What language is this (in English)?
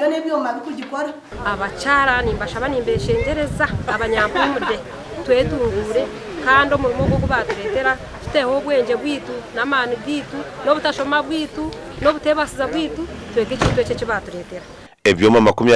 Nyankole